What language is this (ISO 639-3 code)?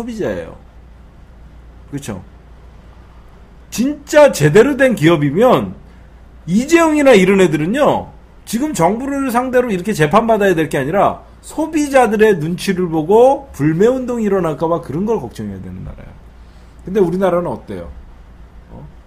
kor